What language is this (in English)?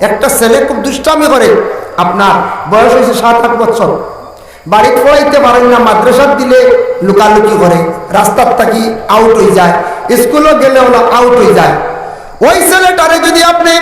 Sylheti